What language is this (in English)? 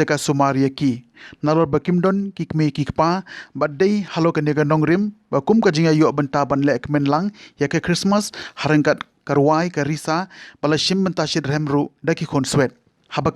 Khasi